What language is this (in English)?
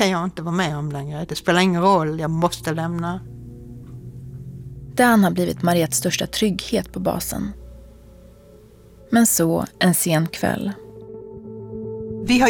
Swedish